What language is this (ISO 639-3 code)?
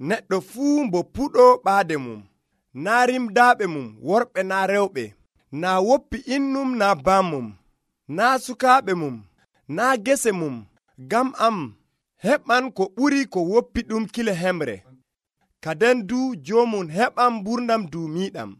fuv